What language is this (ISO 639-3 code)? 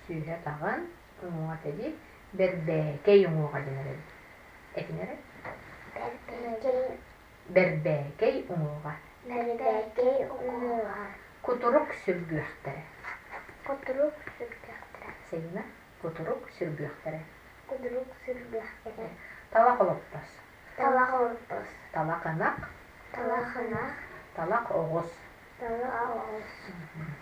sah